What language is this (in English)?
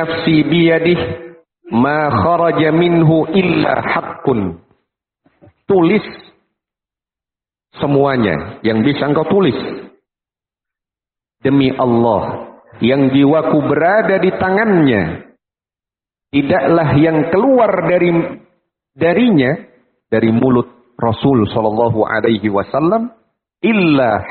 Indonesian